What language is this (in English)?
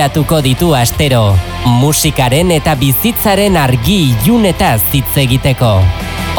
Basque